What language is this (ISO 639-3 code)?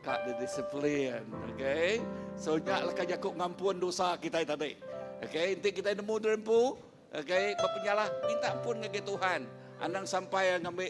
iba